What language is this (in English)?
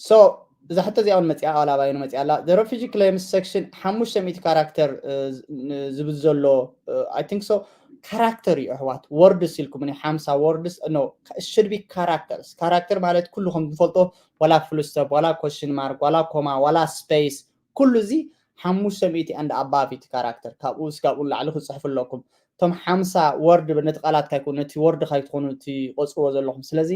Tigrinya